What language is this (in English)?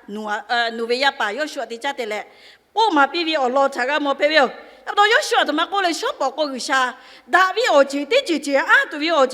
Lahu